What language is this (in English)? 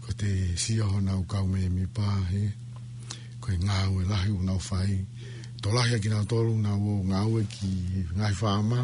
Tongan